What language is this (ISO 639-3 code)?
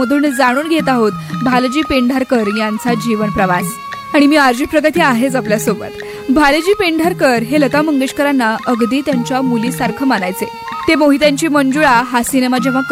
mar